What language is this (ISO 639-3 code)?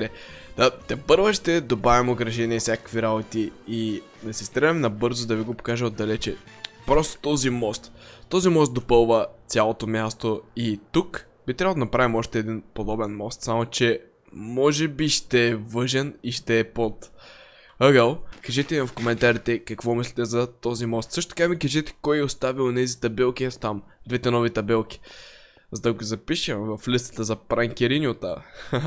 bul